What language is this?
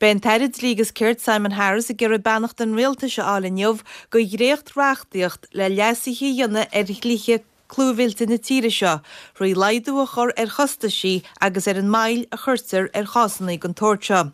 Irish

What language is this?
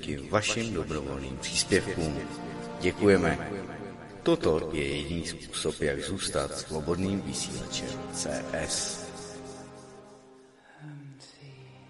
Czech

